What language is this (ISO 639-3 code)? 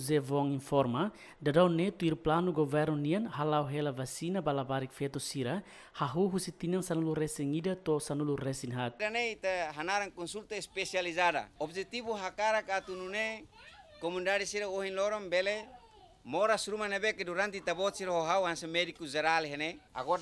tet